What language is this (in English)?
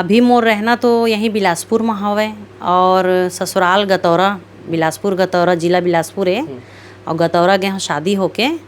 Chhattisgarhi